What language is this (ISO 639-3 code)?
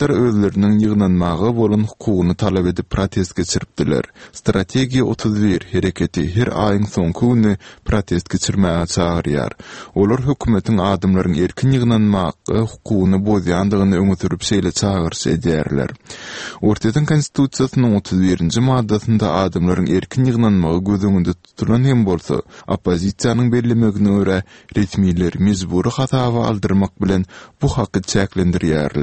tuk